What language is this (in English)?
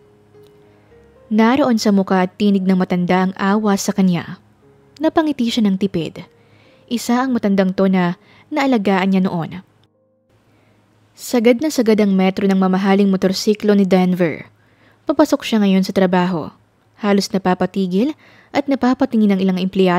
Filipino